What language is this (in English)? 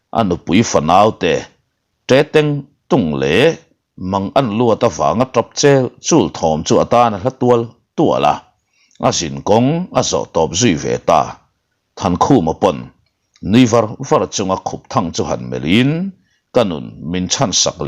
Mizo